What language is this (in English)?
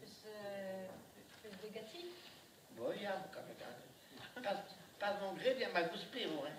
Breton